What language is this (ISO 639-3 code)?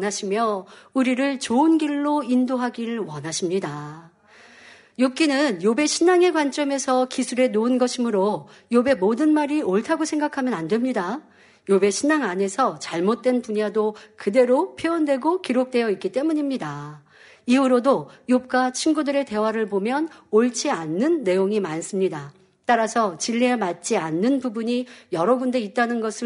kor